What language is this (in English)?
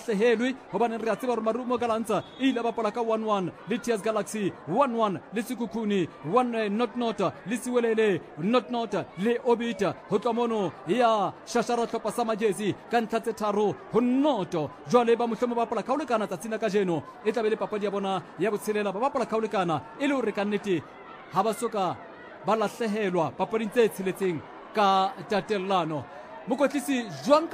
Southern Sotho